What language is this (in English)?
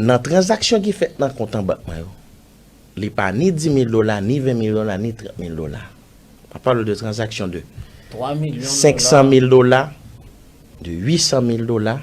Haitian Creole